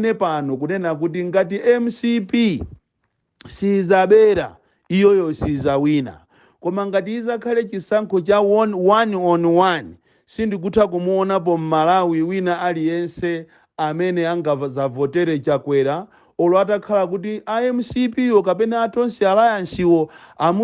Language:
Nyanja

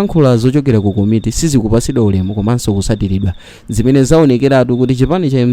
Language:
Nyanja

